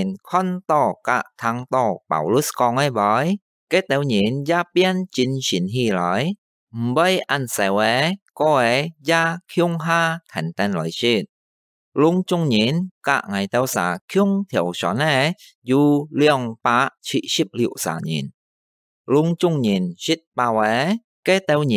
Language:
Hakka Chinese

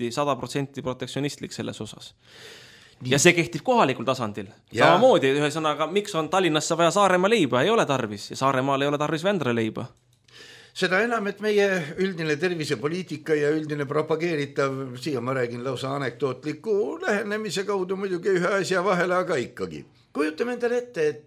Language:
Estonian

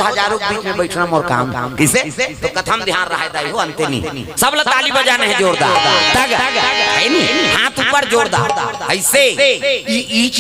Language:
Chhattisgarhi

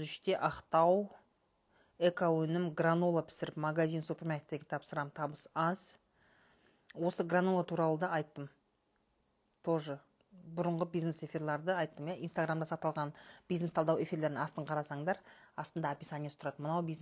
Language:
Kazakh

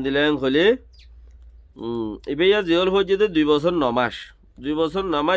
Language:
Rohingya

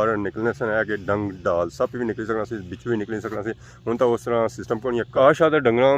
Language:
Pahari-Potwari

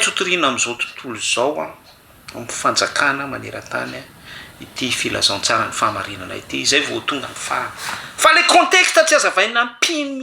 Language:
Malagasy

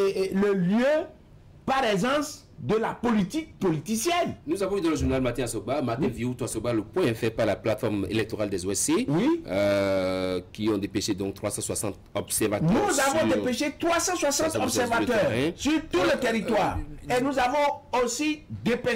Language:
French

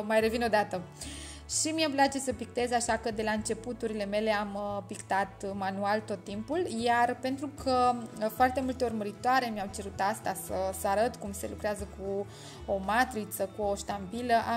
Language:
Romanian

